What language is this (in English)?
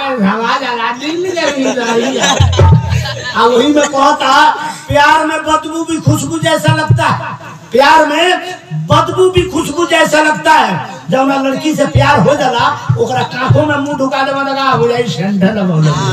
Bhojpuri